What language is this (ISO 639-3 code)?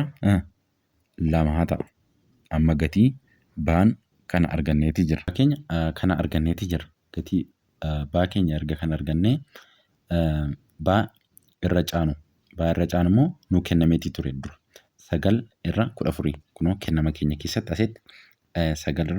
orm